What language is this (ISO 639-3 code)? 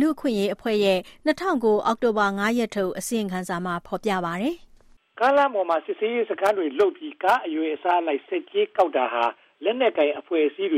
mya